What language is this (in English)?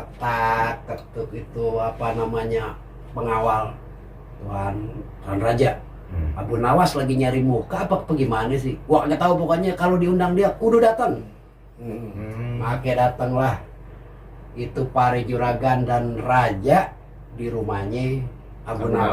Betawi